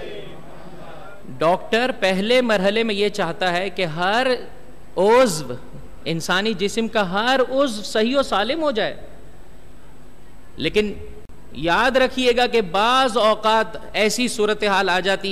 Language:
Urdu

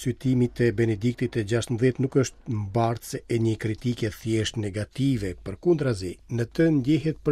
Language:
Albanian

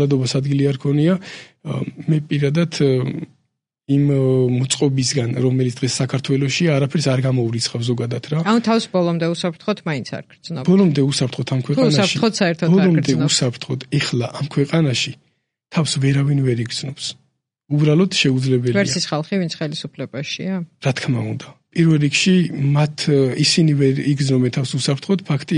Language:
Georgian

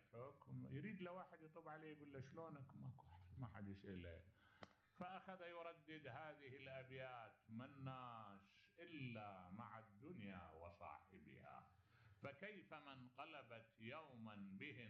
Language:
Mesopotamian Arabic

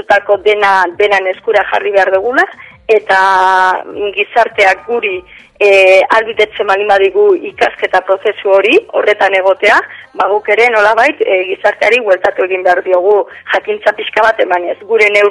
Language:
Basque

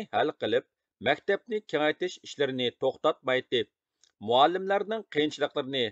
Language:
Uyghur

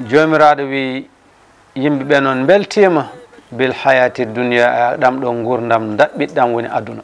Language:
Fula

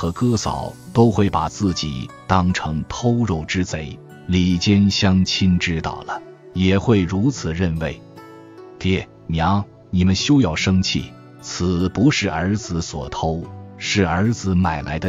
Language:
Chinese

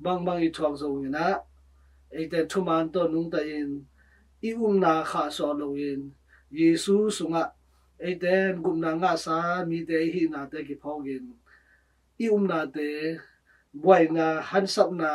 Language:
Tedim Chin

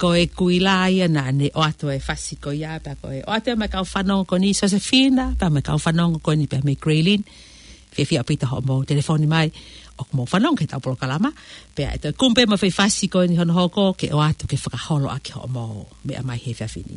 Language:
Tongan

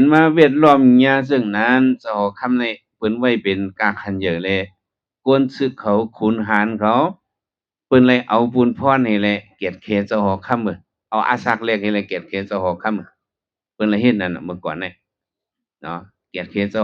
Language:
Shan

